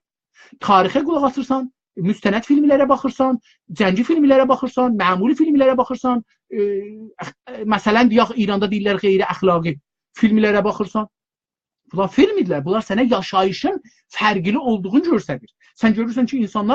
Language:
South Azerbaijani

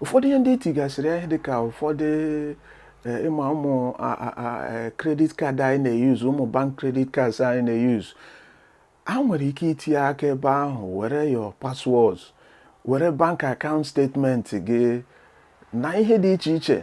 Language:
Igbo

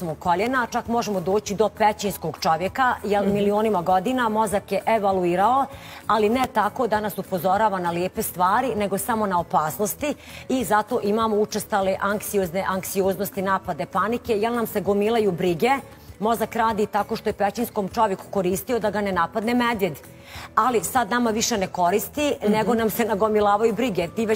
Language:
Bosnian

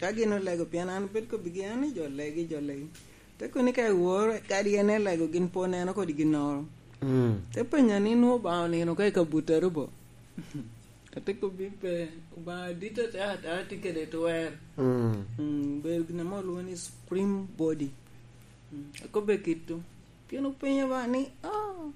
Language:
Lango (Uganda)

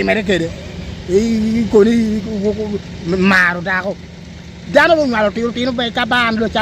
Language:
Lango (Uganda)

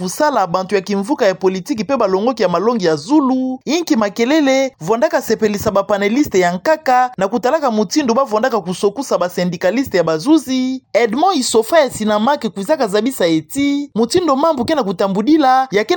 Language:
Kituba (Democratic Republic of Congo)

